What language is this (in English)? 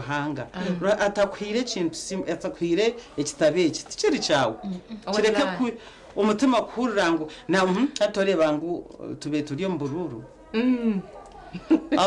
Nyankole